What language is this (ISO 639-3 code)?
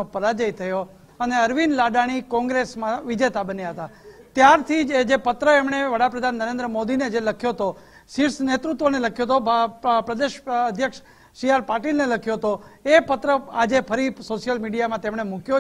guj